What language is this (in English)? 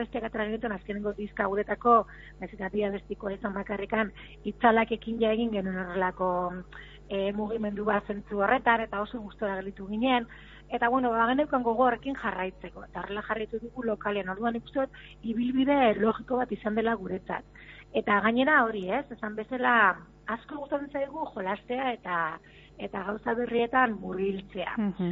Basque